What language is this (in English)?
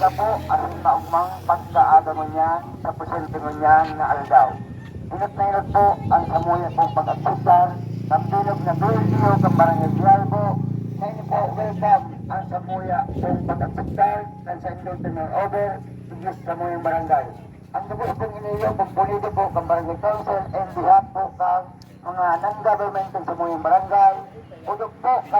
Bikol